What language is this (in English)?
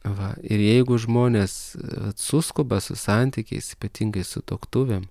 Lithuanian